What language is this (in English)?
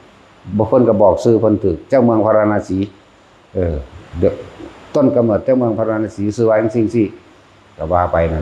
Northeastern Thai